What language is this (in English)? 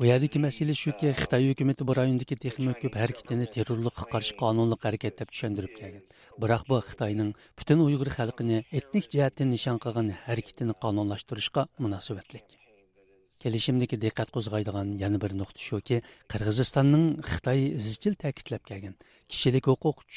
Uyghur